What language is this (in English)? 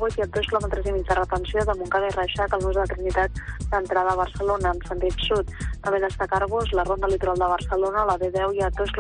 Catalan